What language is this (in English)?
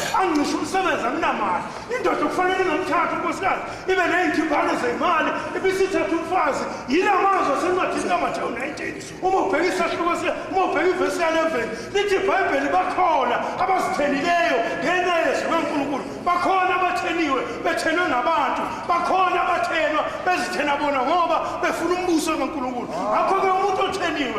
Zulu